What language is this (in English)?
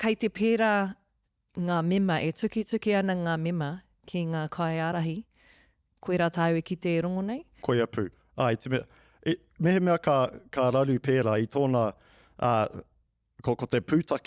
Māori